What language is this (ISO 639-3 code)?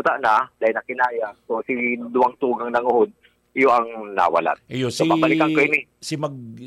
bik